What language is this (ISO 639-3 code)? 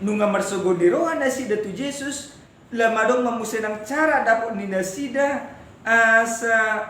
bbc